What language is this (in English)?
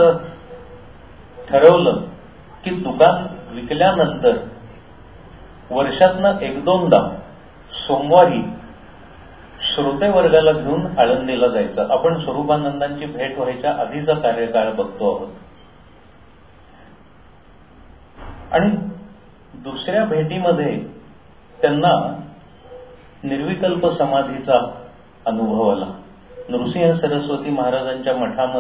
Marathi